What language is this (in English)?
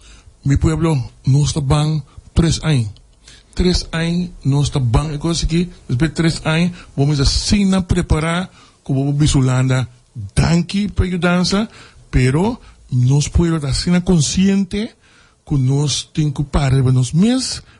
Papiamento